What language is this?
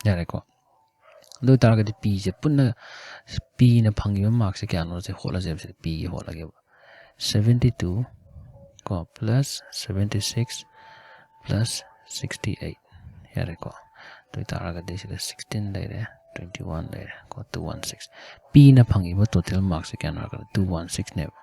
Manipuri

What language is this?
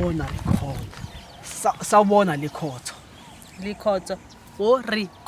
Zulu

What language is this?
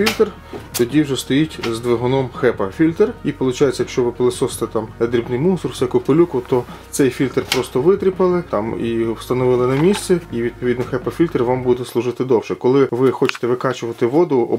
Ukrainian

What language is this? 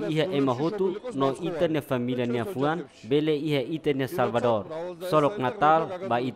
Tetum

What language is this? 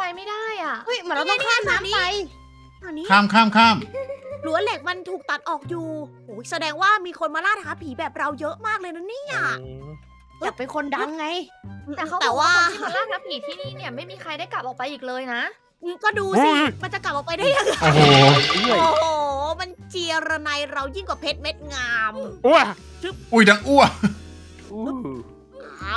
Thai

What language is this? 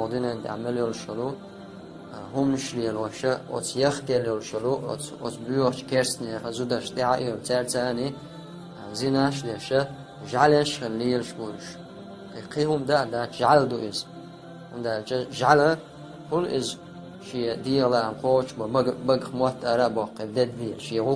Chechen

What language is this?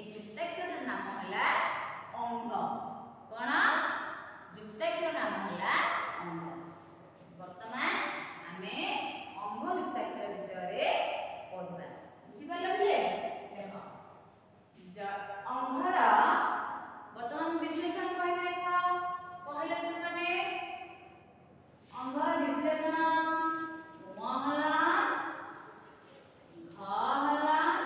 Odia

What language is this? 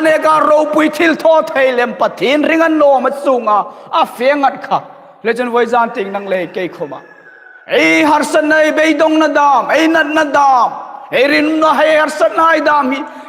Hmar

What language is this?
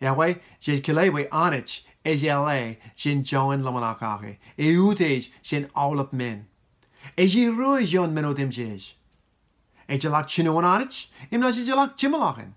Marshallese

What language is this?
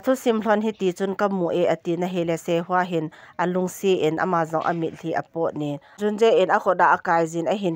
Thado Chin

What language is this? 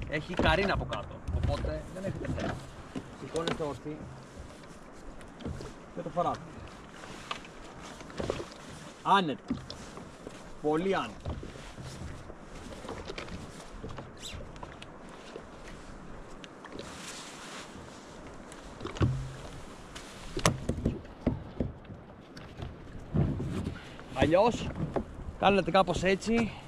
Greek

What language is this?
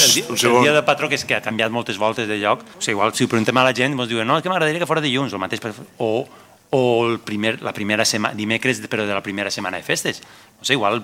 Catalan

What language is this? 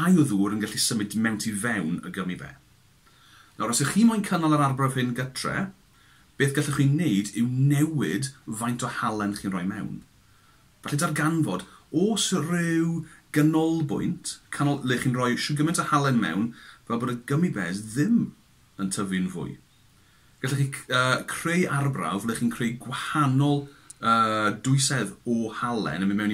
Welsh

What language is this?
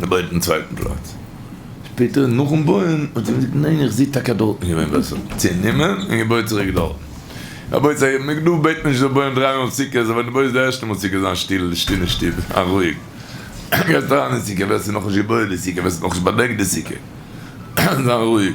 Yiddish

